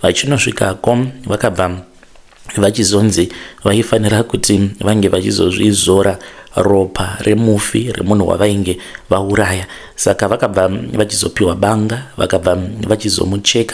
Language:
Shona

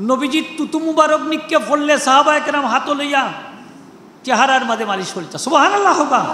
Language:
Sylheti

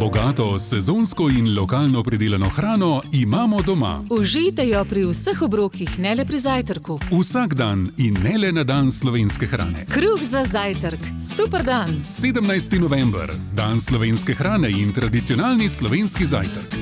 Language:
Slovenian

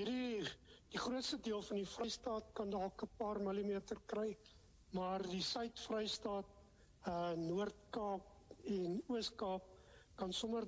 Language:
Afrikaans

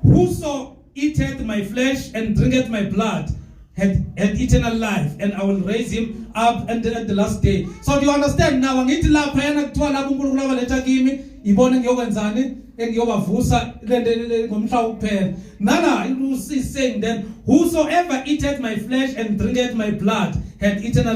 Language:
Zulu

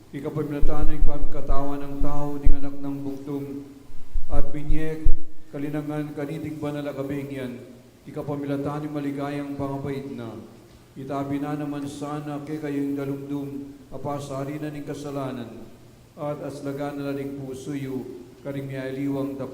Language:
Pampanga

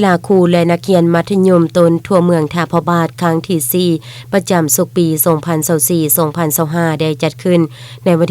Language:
Lao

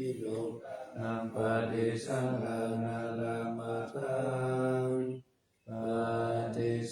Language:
Pali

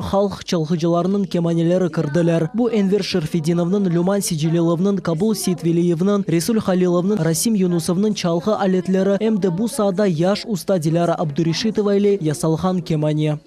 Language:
Crimean Tatar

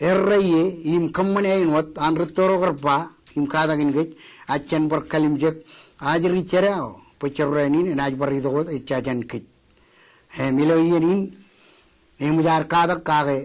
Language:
Marshallese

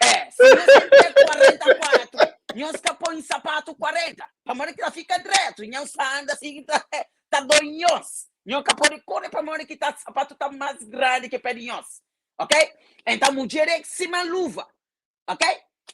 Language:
Kabuverdianu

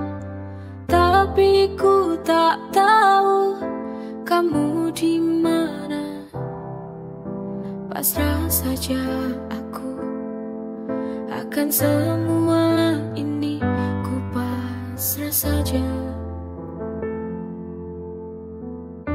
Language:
Indonesian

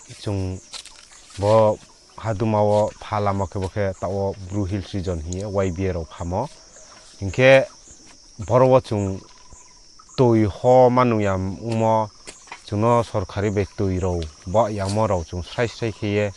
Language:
Riang (India)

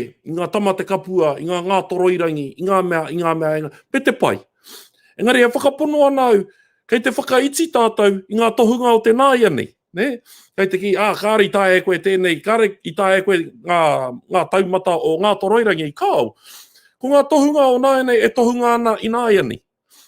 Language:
Māori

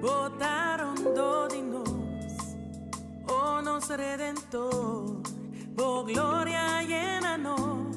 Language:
Papiamento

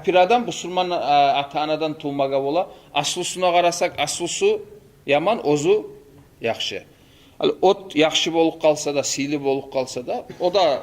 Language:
Kumyk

